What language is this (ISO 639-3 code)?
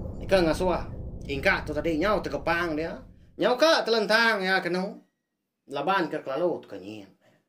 iba